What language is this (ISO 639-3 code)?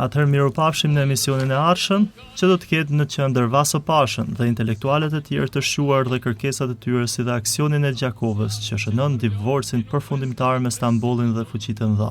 sqi